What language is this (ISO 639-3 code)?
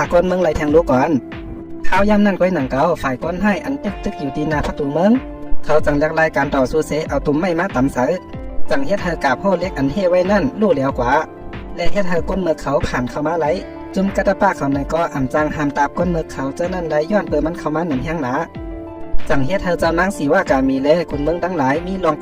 shn